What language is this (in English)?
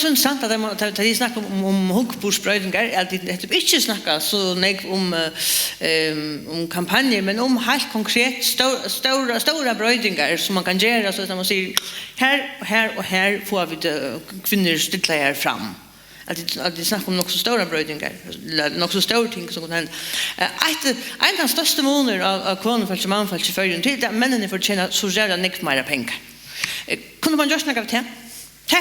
Faroese